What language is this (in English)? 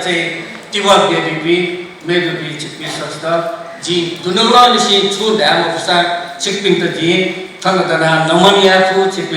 Newari